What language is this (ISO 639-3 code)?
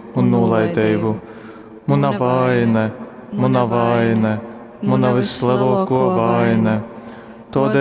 ltg